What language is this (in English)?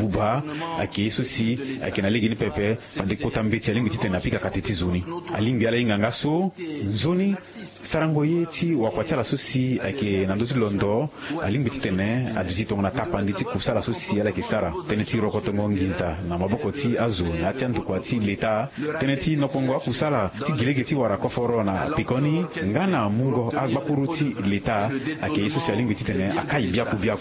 Sango